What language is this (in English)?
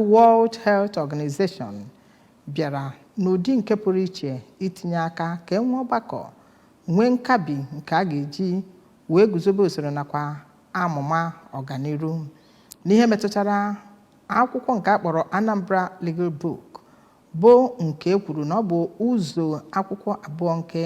Igbo